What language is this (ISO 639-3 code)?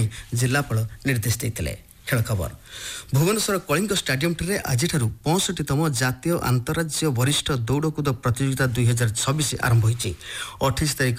ori